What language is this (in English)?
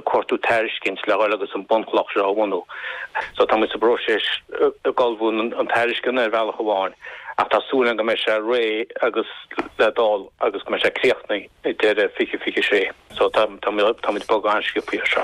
Irish